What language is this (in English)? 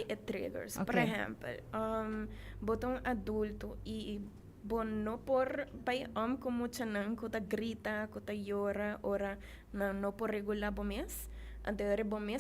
Papiamento